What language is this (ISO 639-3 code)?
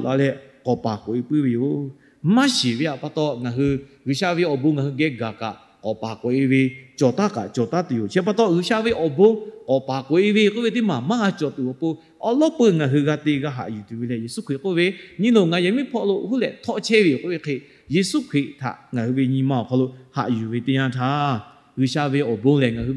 lhu